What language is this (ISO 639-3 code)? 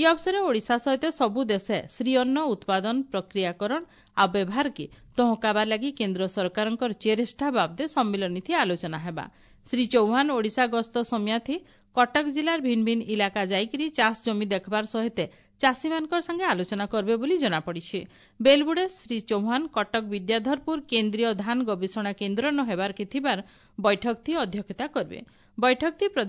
ori